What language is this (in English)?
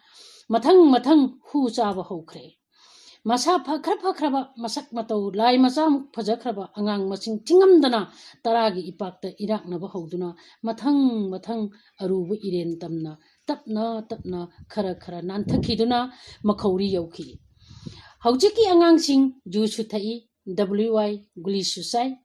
Manipuri